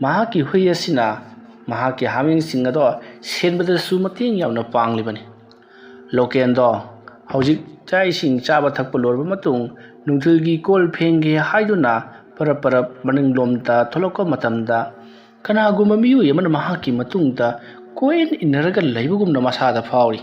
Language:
Manipuri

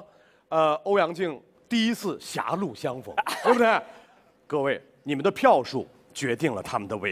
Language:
Chinese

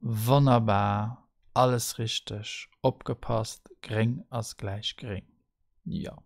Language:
Luxembourgish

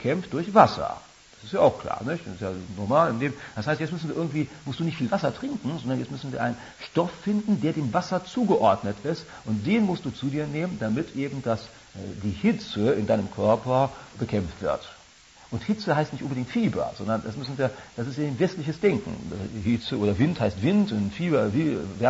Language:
German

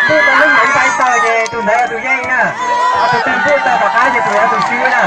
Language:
Hmong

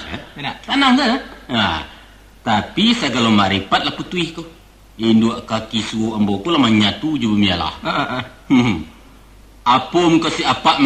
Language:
Minangkabau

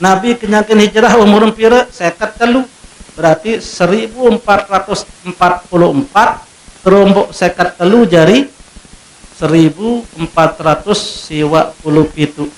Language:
Sasak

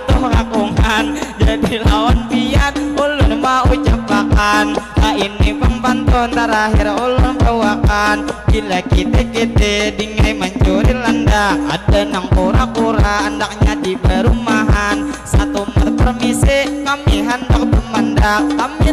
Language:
Banjar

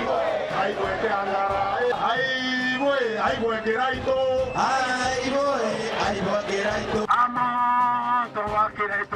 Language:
Meru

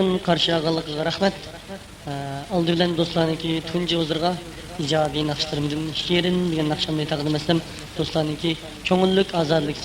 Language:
Uyghur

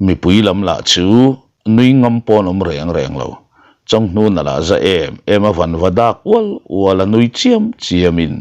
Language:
Mizo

